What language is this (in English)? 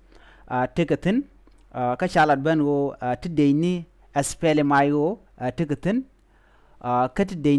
Nuer